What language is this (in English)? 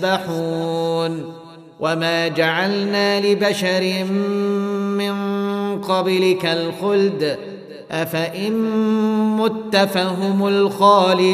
Arabic